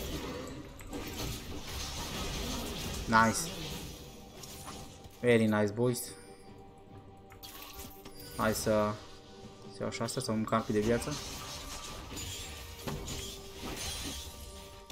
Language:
Romanian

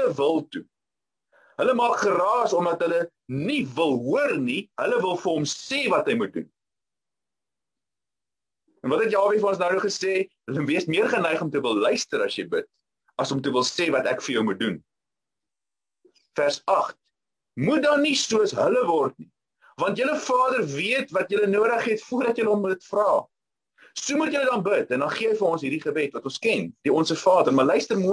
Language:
Afrikaans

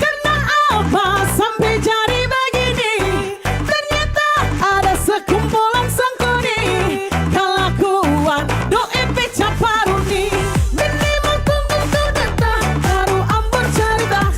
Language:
Manado Malay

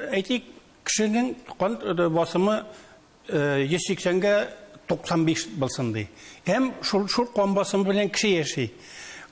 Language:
Tatar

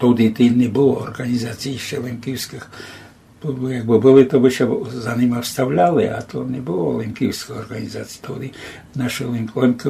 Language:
Rusyn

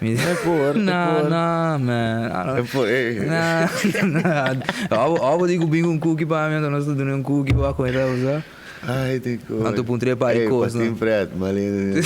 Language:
Papiamento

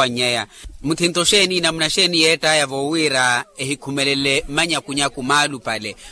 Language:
Makhuwa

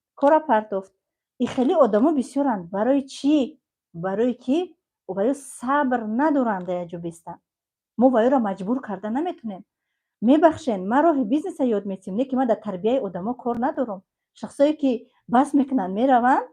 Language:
Tajik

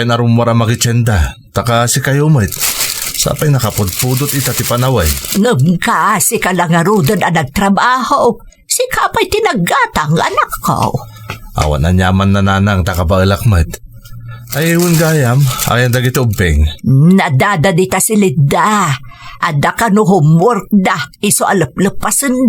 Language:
Iloko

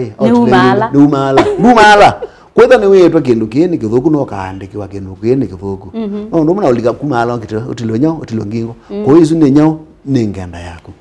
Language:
Kamba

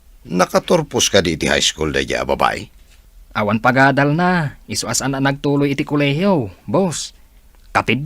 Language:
Iloko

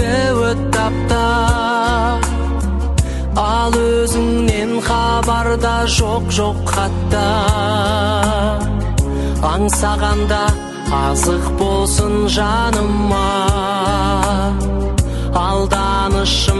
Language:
Kazakh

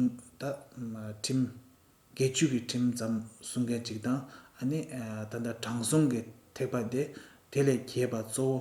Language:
Tibetan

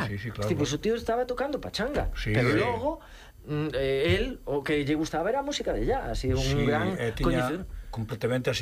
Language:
Galician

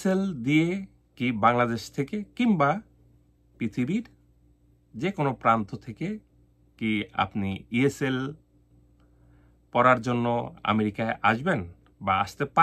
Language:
Bangla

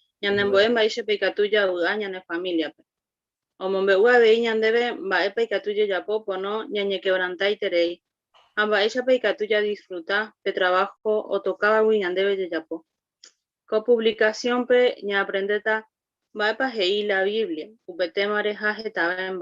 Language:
Guarani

